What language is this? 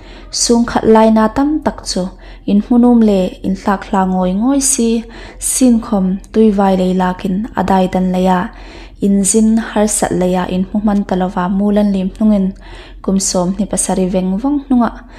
Hmar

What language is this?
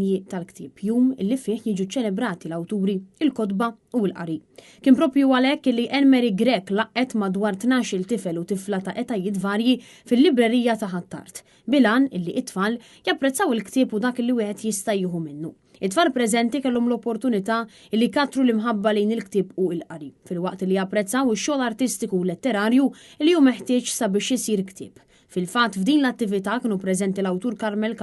Maltese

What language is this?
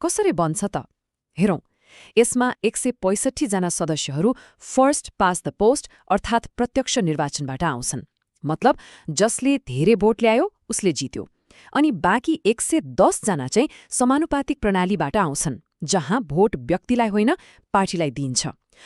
Nepali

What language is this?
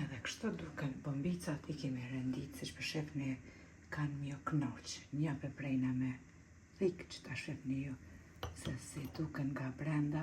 Albanian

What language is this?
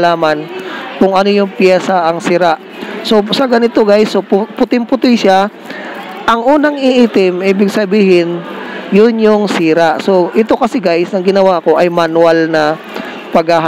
Filipino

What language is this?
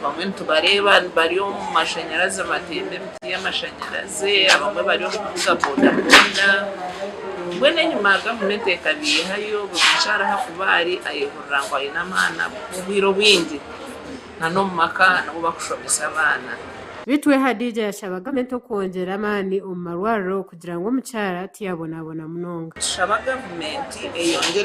Nyankole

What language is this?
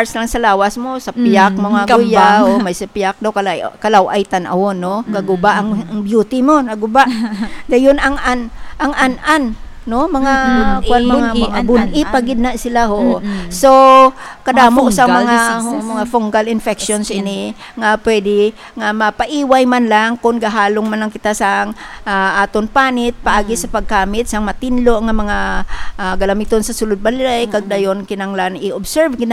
Hiligaynon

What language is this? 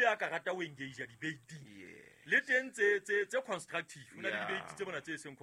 Southern Sotho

